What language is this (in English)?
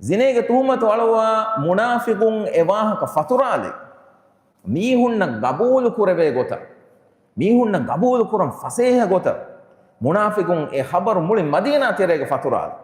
Divehi